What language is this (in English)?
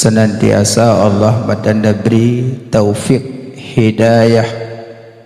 Achinese